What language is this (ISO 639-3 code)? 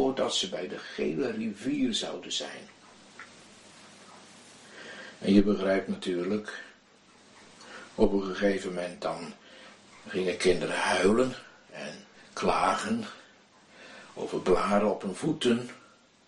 nld